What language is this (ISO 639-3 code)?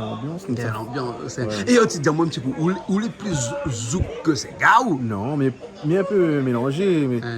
rcf